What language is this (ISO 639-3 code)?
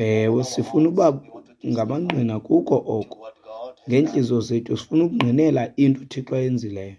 xho